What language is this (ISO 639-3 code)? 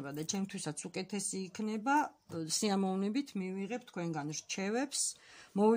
kat